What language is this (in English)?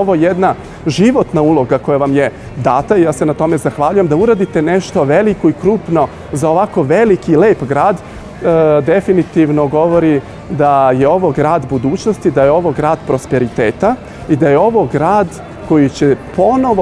Serbian